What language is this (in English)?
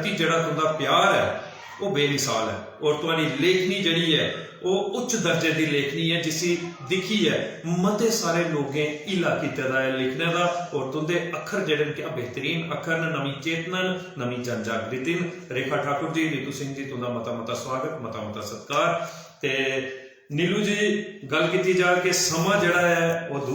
Dogri